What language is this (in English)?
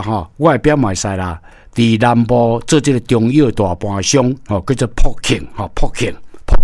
Min Nan Chinese